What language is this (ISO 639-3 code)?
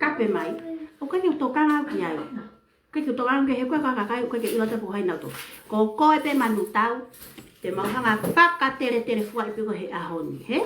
ton